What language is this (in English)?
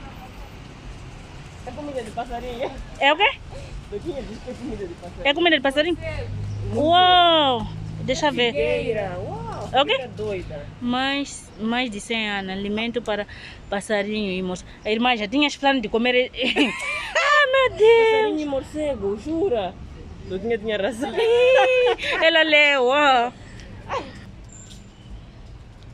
Portuguese